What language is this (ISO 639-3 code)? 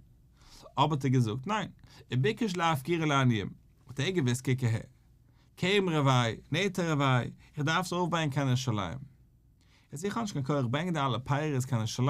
yid